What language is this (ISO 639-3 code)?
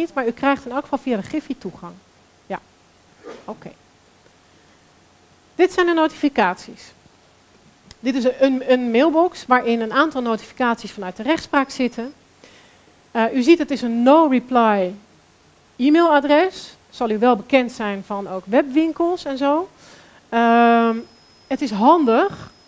nld